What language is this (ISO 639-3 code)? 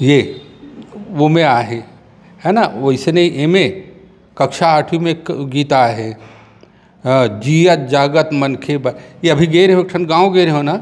hne